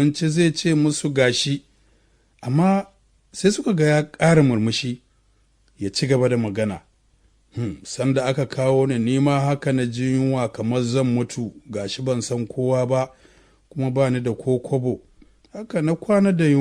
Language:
Hausa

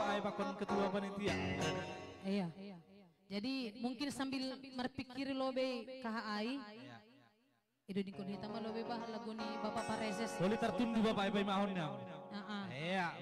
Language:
Batak Simalungun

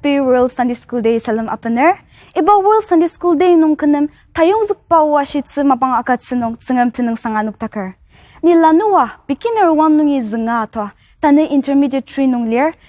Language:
Ao Naga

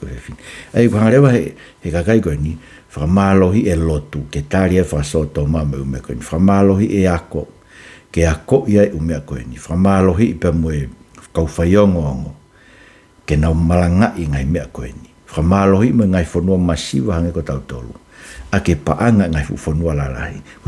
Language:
Tongan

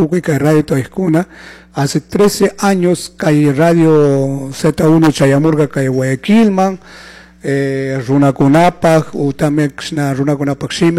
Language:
Chimborazo Highland Quichua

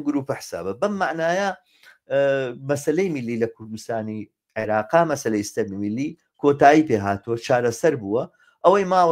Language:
Central Kurdish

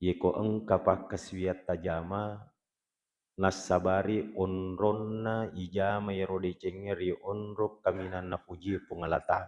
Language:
Buginese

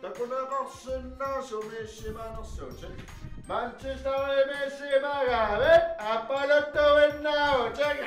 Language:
Kalaallisut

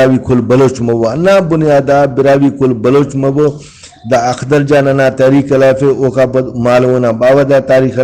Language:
Brahui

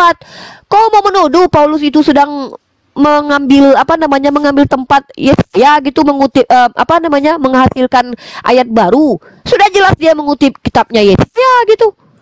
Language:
Indonesian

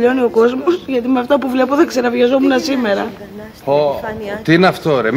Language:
Greek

